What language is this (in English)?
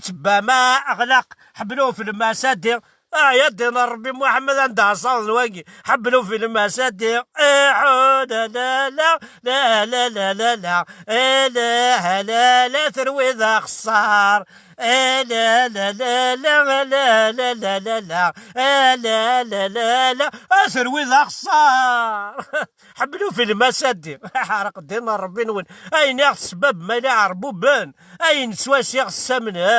Kabyle